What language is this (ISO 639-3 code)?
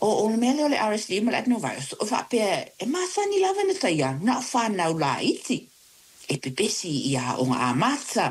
smo